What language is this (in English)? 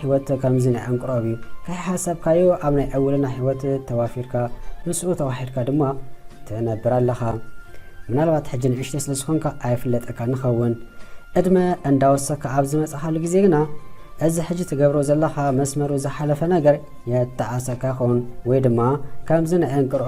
Tigrinya